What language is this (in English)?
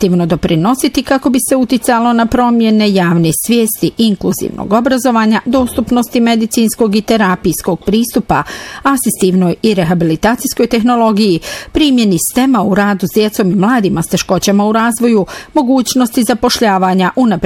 Bosnian